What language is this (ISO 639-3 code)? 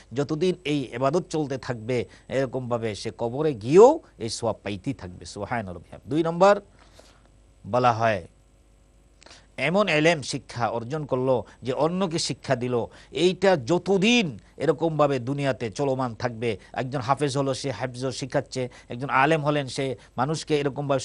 ben